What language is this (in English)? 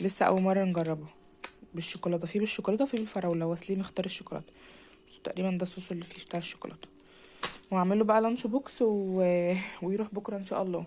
Egyptian Arabic